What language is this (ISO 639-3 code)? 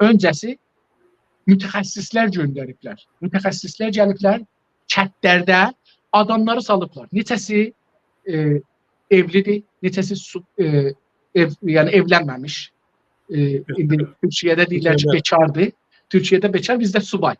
azb